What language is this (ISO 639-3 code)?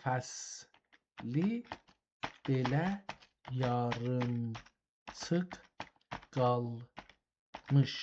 azb